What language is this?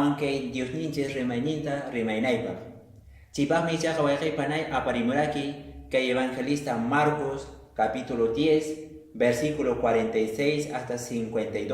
Quechua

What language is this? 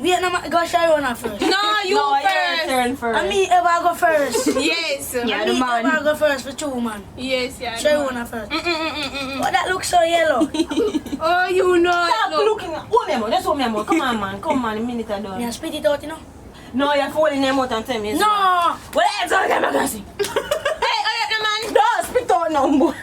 Jamaican Creole English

